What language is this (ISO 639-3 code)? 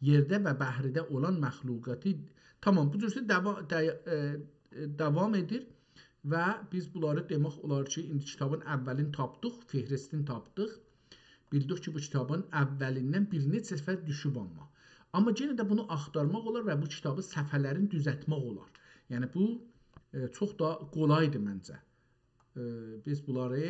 azb